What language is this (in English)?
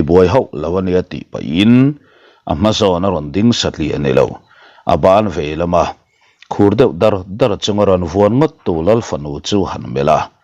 Mizo